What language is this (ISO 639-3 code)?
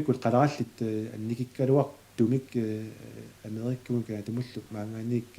kal